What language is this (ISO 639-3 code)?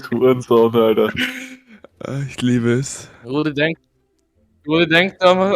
bar